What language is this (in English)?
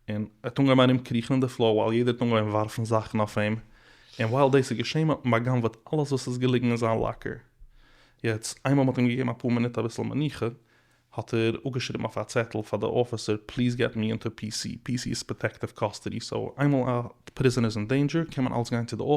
Yiddish